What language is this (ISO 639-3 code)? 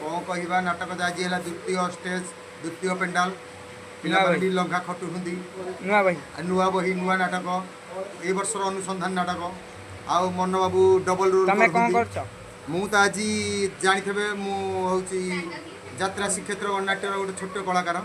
ori